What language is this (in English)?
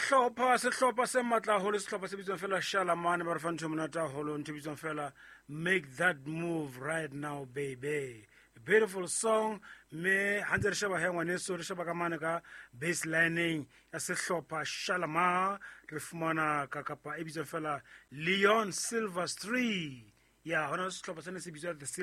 Southern Sotho